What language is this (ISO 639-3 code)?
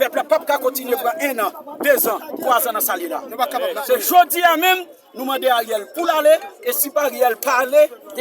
hat